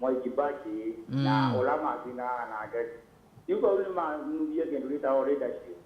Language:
Kamba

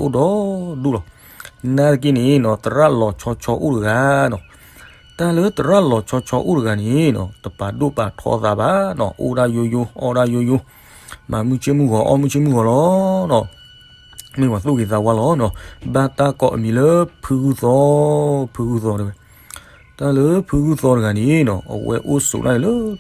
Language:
S'gaw Karen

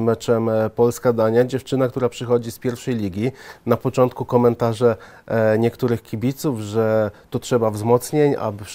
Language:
Polish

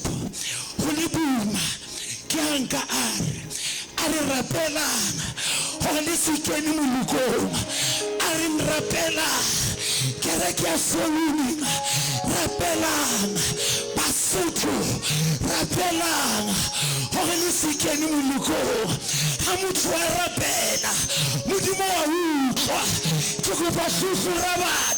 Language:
Southern Sotho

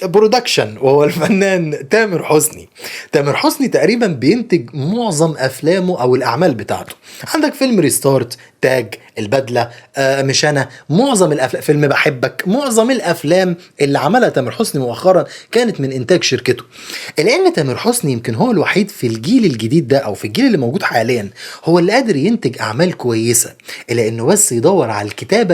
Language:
Egyptian Arabic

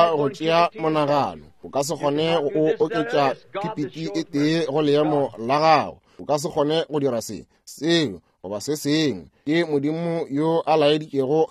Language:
Northern Sotho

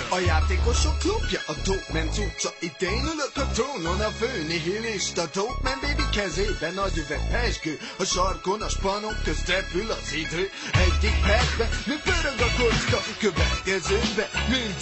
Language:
Hungarian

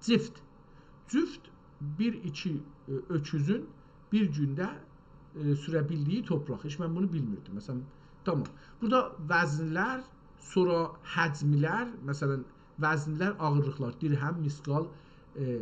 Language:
South Azerbaijani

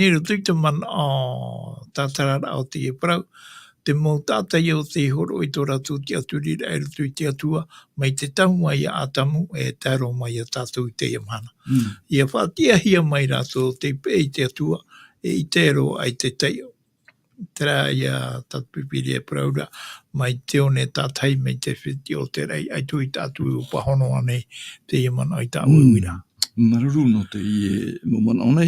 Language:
Tahitian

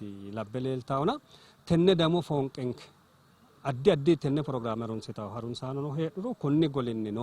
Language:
Sidamo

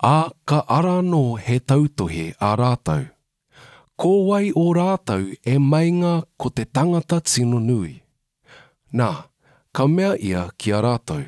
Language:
Māori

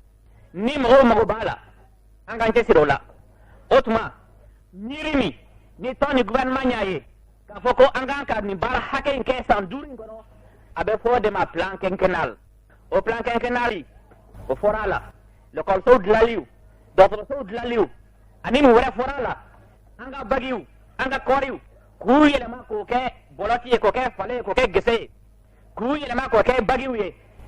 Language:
Bambara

